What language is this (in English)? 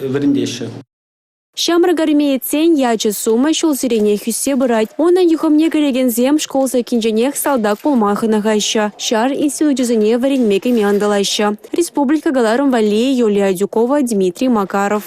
Chuvash